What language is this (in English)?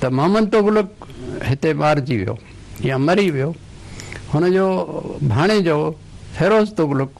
Sindhi